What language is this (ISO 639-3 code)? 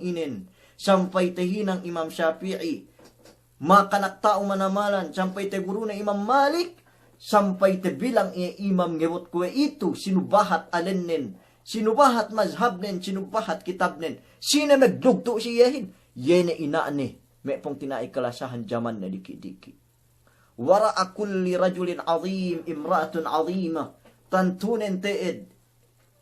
yka